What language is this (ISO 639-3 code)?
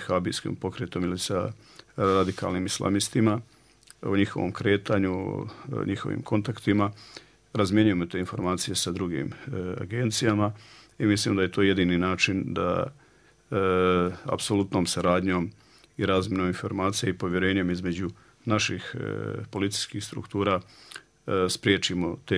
bos